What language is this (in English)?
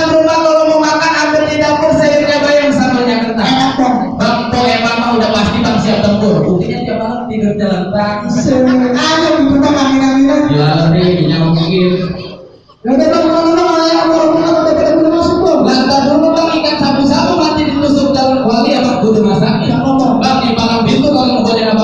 Betawi